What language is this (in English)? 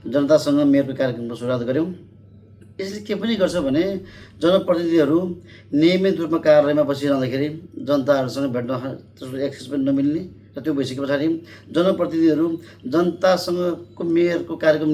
Nepali